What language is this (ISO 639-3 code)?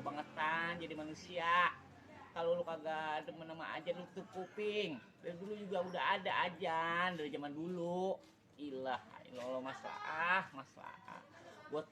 bew